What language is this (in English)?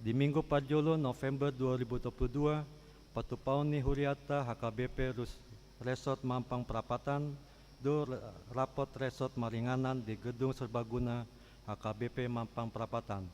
Batak Toba